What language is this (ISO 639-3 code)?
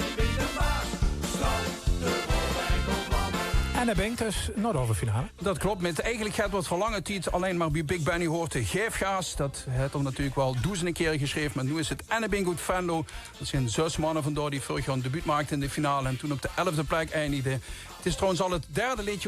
lim